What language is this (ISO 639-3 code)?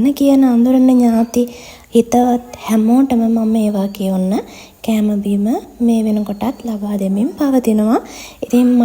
sin